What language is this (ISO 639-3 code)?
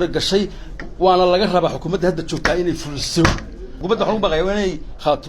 som